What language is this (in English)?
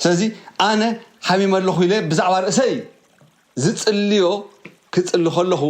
Tigrinya